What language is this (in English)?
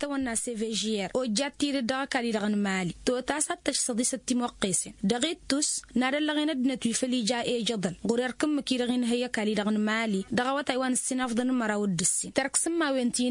Tamasheq